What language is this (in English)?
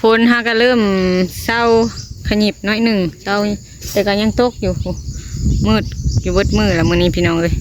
Lao